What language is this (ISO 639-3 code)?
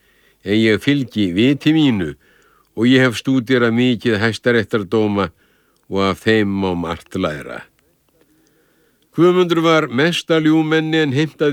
isl